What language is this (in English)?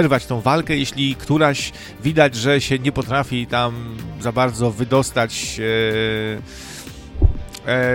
Polish